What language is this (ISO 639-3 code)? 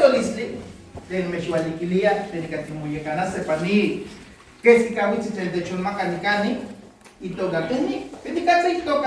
nah